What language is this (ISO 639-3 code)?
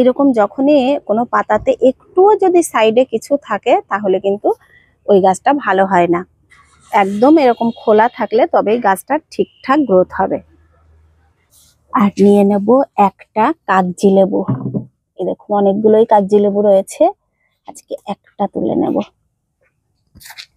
ben